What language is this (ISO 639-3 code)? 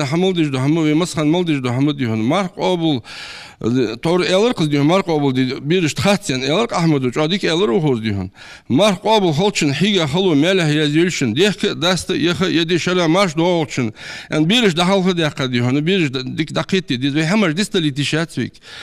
inh